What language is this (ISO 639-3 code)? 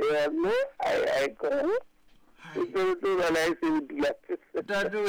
sot